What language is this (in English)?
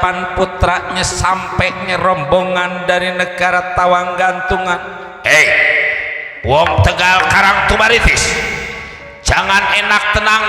Betawi